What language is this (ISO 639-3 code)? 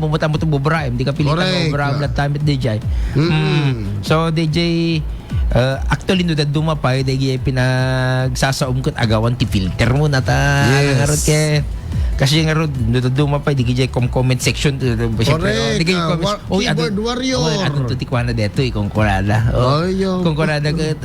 ilo